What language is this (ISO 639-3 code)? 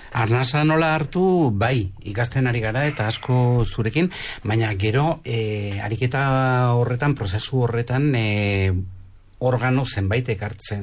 eus